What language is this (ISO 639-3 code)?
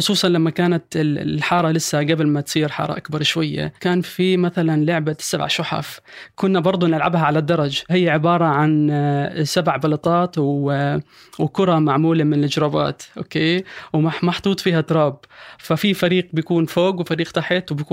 apc